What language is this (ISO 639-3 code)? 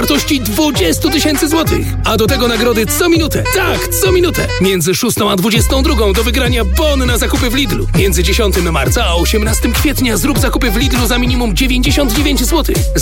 pol